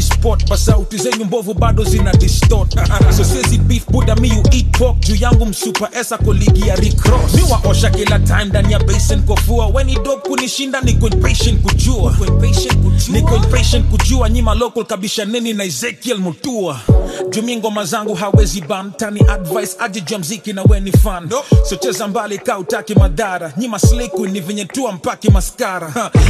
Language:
Swahili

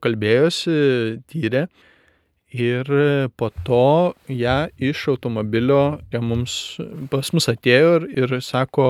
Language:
Lithuanian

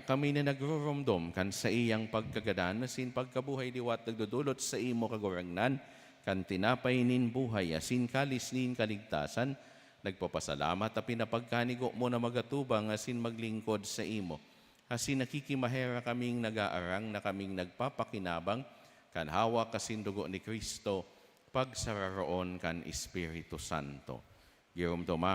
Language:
Bikol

